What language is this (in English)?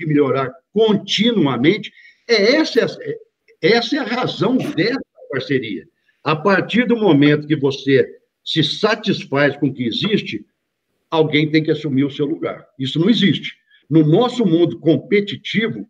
Portuguese